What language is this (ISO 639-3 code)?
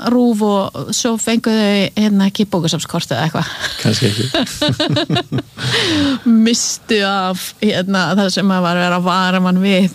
isl